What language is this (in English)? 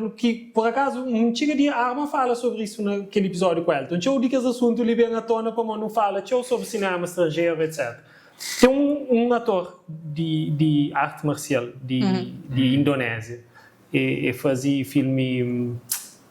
Kabuverdianu